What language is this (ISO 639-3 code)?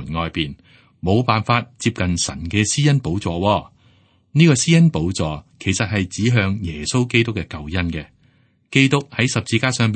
yue